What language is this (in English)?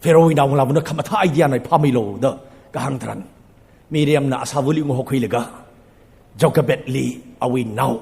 Tangkhul Naga (India)